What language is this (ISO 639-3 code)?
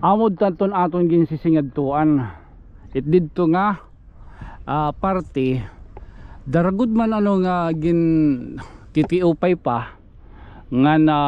war